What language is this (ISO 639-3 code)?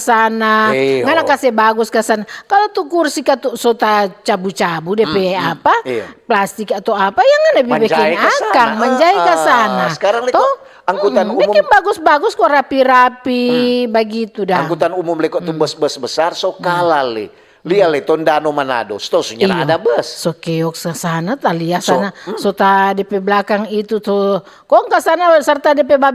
xmm